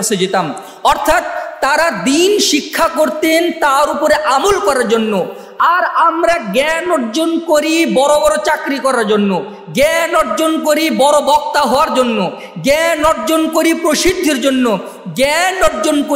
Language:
Bangla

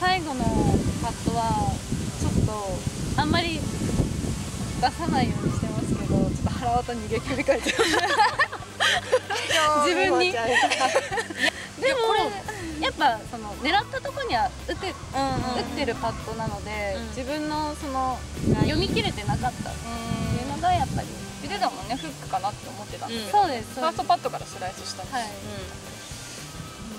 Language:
Japanese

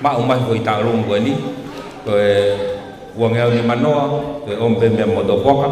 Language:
Tongan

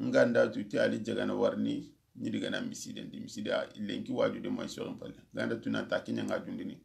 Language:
Soninke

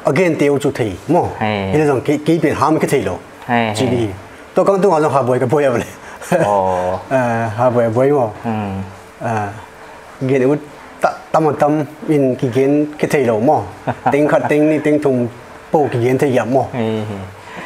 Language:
Paite Chin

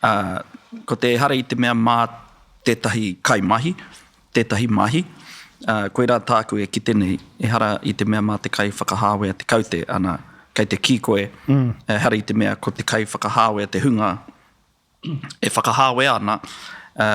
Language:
Māori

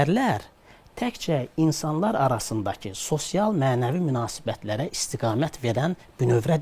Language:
Azerbaijani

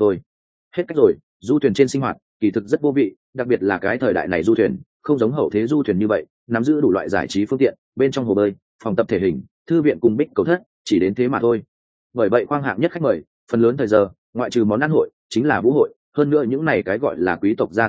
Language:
Vietnamese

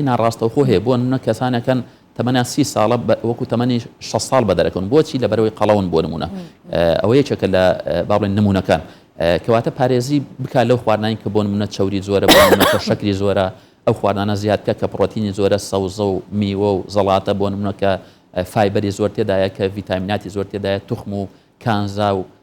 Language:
Central Kurdish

